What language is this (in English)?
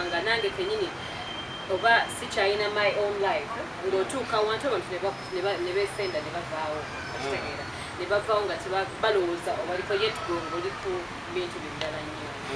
Ganda